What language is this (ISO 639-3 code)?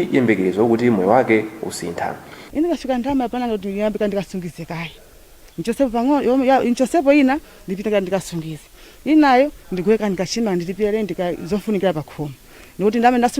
nya